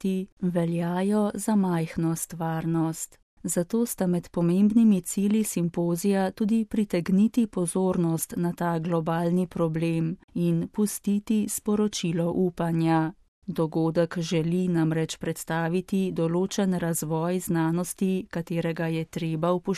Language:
Slovenian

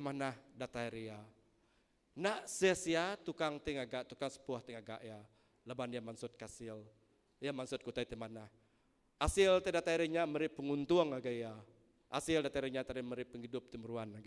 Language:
Iban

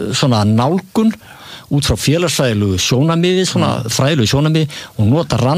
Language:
Icelandic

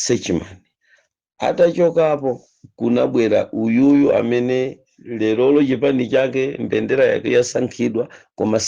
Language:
Nyanja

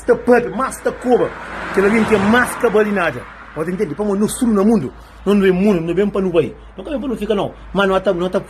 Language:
Kabuverdianu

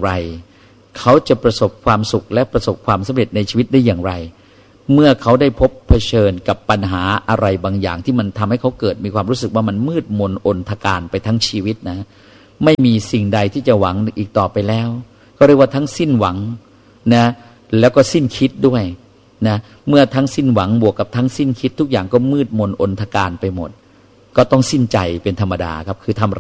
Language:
Thai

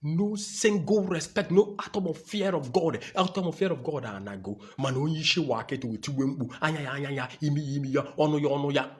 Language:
Igbo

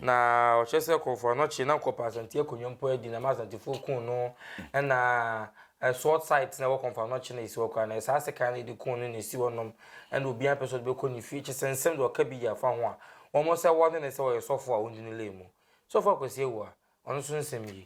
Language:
Akan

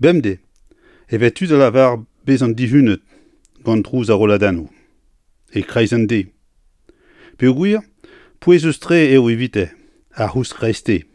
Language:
Breton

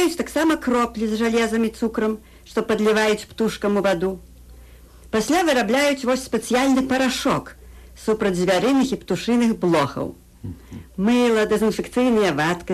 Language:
Belarusian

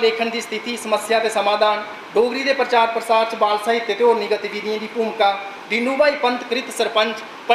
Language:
Dogri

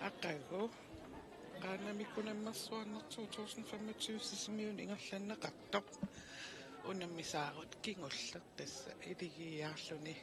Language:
Kalaallisut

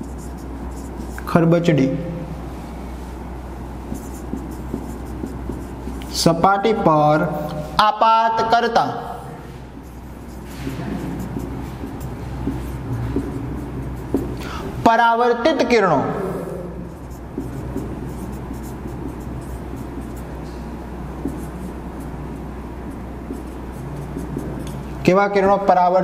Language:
Gujarati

